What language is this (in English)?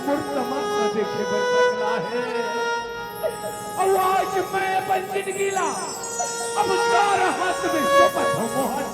Chhattisgarhi